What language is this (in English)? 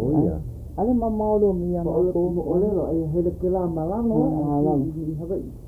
Hawaiian